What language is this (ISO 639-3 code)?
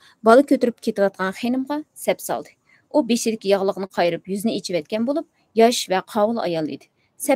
uig